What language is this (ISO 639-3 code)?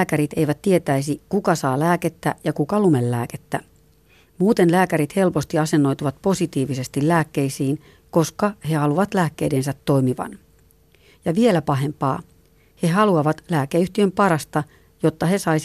fin